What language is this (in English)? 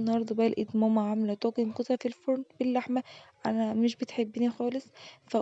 Egyptian Arabic